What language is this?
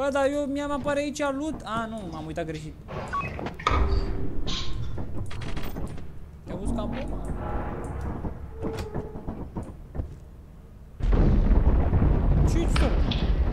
Romanian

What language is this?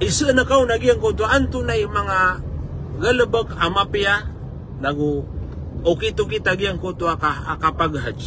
Maranao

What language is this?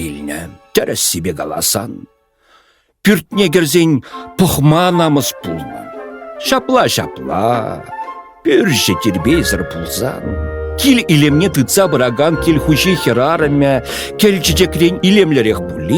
Chuvash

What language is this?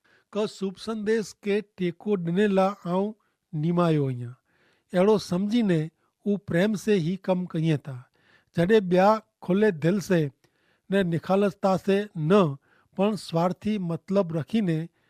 Kachhi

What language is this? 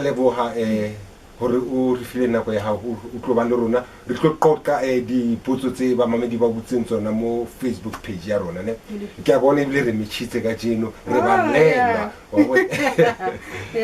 Southern Sotho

